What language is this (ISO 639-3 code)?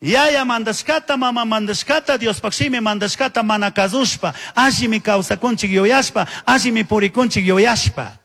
qug